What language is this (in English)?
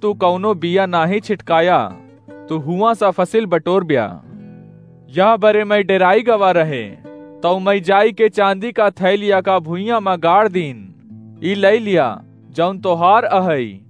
Awadhi